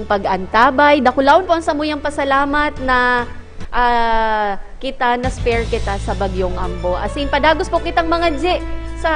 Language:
Bikol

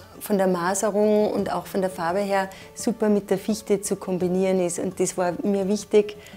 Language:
German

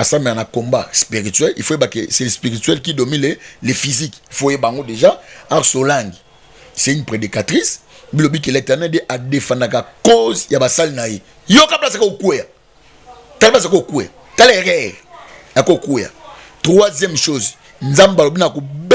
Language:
Lingala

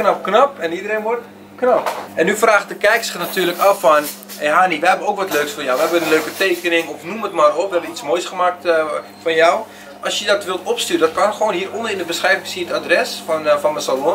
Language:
Dutch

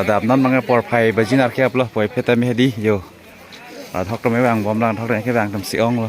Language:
Karbi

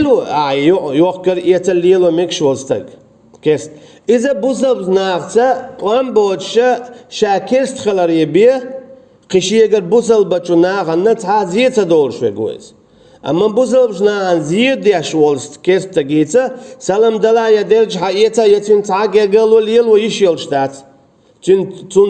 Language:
Chechen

